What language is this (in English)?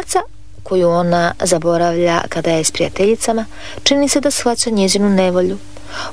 Croatian